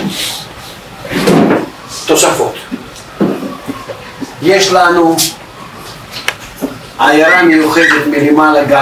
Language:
Hebrew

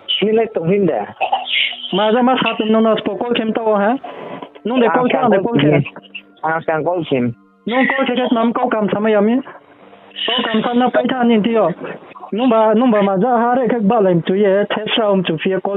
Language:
Riang (India)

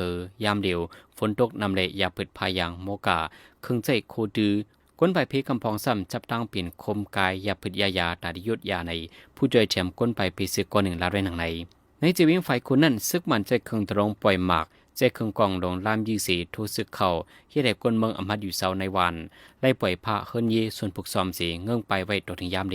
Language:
Shan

